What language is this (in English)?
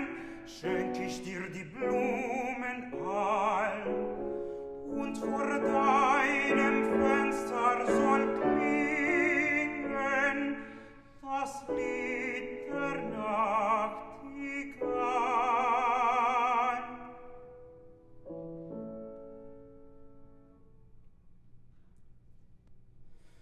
German